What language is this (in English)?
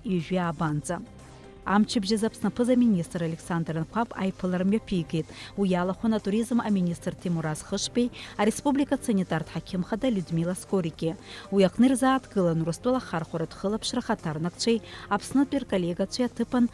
Abkhazian